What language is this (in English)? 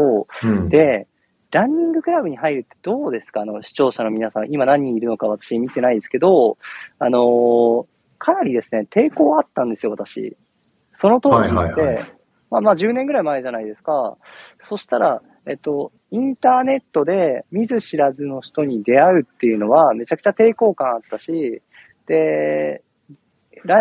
Japanese